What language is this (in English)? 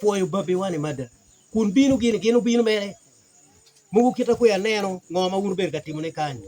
Acoli